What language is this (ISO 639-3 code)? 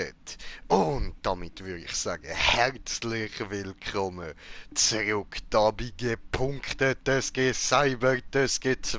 gsw